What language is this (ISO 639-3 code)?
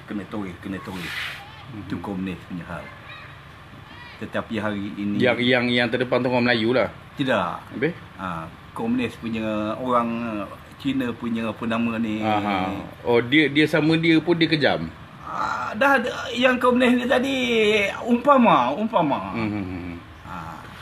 msa